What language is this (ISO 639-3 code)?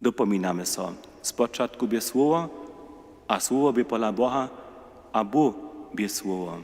hsb